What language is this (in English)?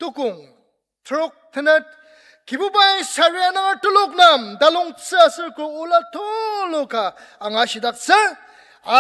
Ao Naga